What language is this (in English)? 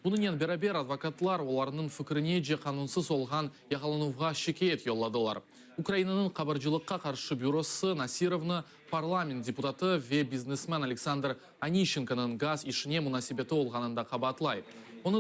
Crimean Tatar